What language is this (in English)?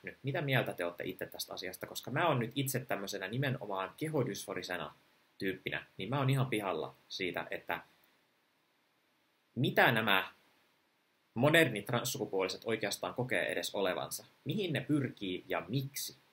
Finnish